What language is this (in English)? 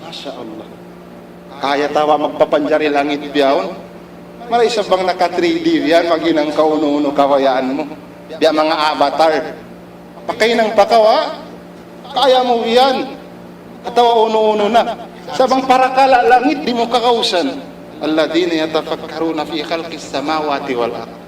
Tausug